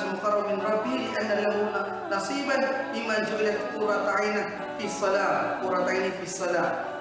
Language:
Maranao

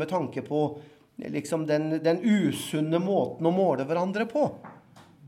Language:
Norwegian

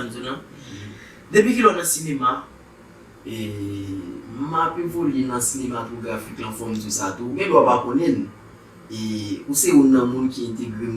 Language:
Haitian Creole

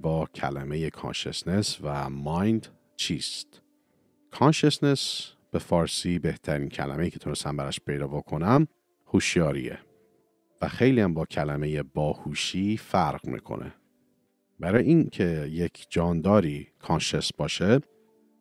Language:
Persian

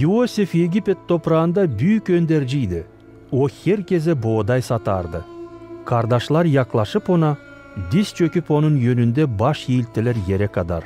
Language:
Gagauz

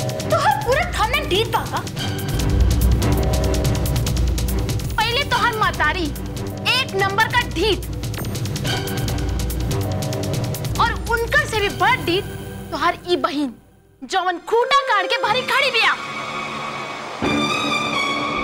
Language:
Bhojpuri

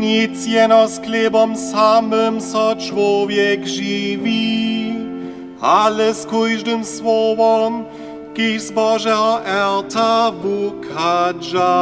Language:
Upper Sorbian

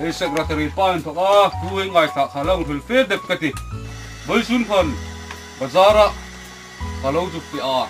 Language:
Hmar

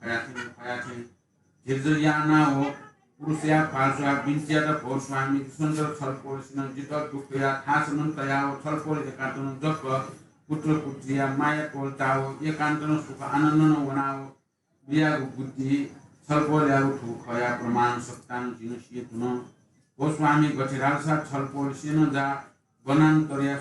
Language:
Newari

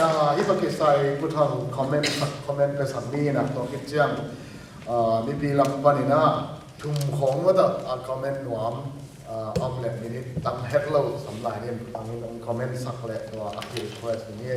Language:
Tedim Chin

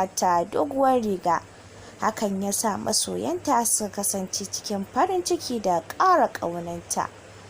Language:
Hausa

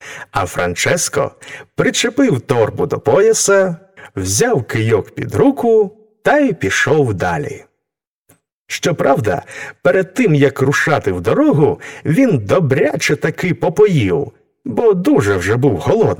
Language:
Ukrainian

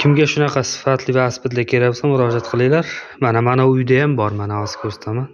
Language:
Uzbek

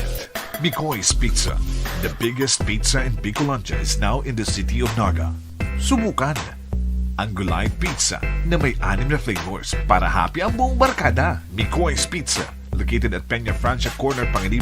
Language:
Bikol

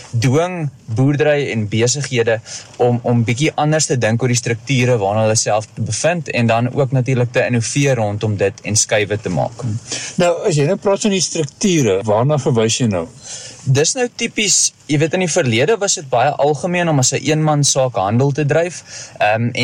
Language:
Afrikaans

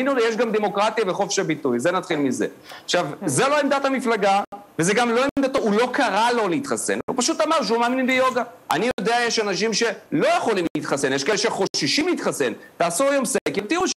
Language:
Hebrew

